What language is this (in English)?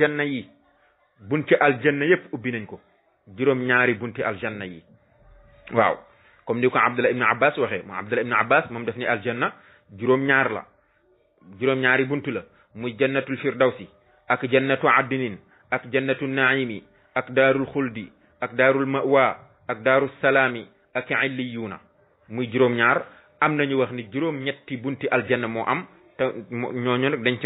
Wolof